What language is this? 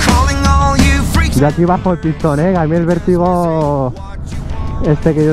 Spanish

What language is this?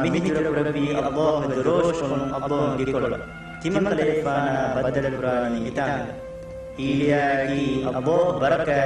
Divehi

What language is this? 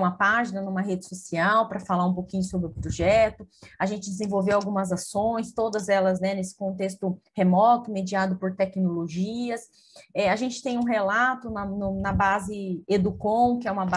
Portuguese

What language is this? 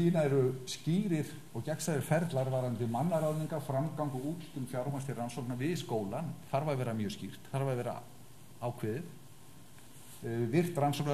Icelandic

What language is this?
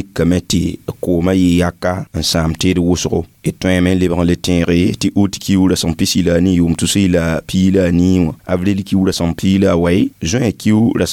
Mossi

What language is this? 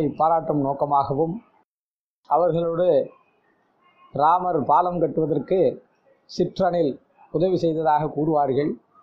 Tamil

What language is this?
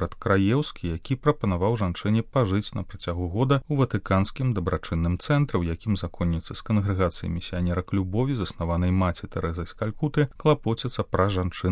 Belarusian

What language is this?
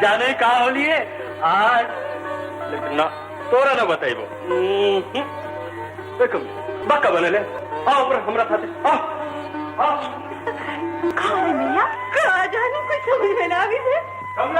Magahi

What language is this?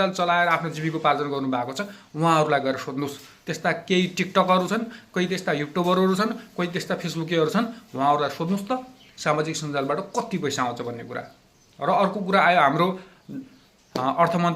Nepali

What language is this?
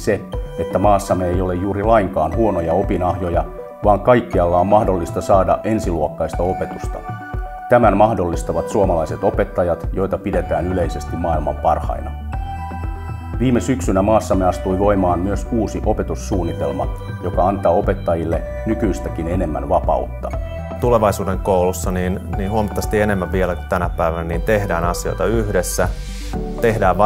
Finnish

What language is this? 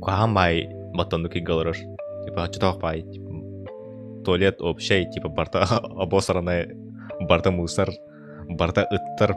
Yakut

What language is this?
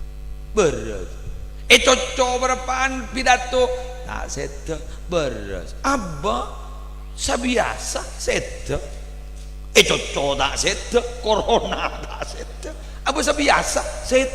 Madurese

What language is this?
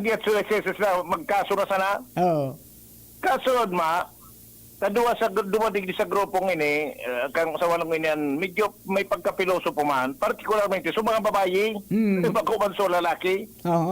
Bikol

